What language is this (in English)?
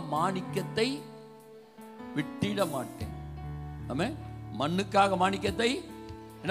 Tamil